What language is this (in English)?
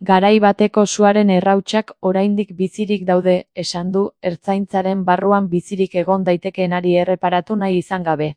Basque